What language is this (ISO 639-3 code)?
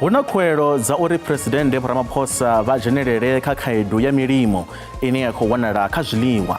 ven